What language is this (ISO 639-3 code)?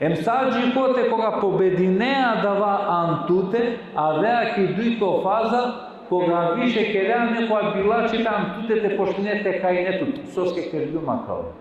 rmn